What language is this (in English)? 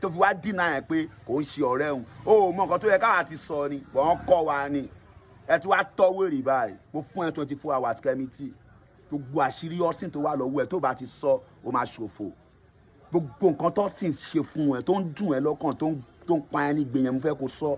Yoruba